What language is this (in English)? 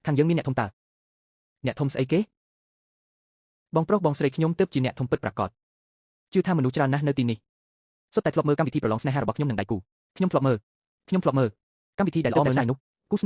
Khmer